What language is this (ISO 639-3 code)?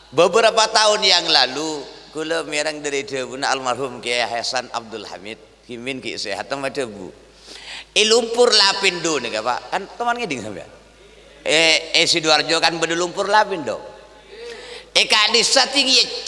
mad